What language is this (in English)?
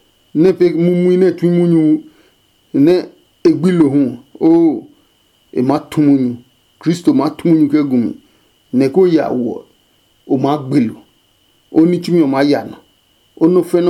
Adangme